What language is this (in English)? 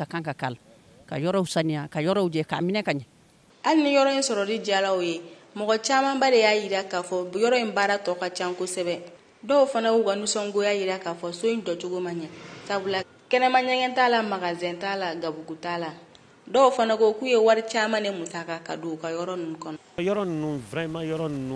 Bambara